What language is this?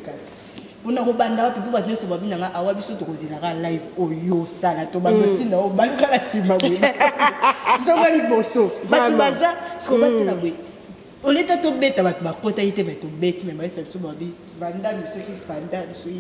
Lingala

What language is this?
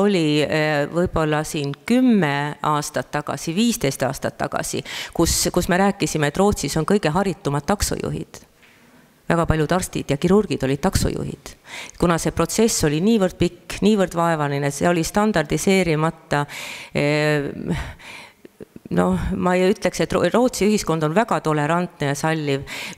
Estonian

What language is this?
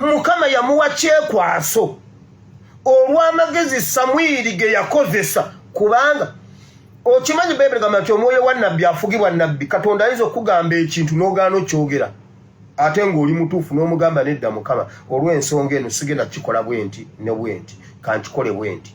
Ganda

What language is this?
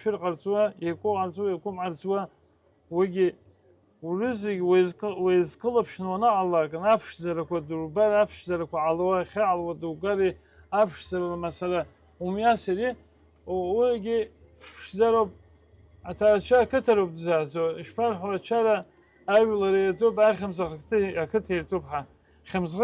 Abkhazian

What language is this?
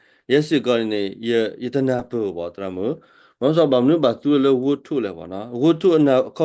S'gaw Karen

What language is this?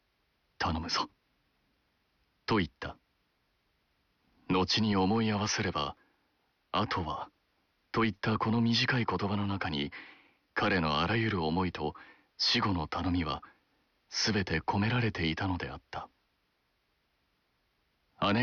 Japanese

